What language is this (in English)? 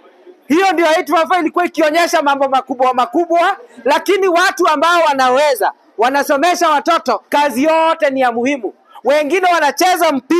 Swahili